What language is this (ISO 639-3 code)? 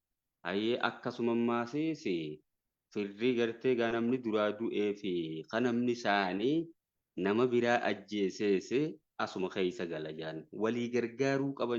orm